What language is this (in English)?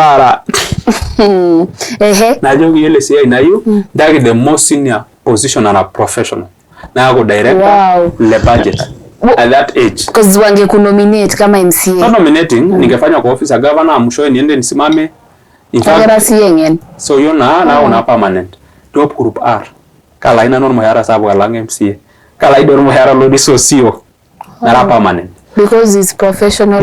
Masai